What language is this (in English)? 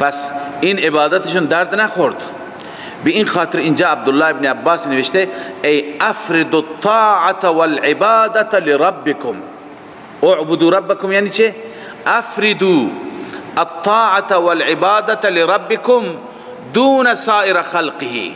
Persian